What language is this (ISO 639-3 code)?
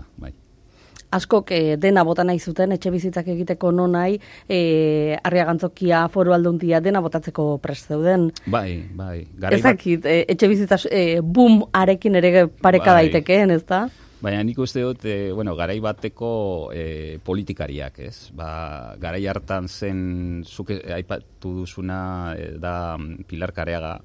eus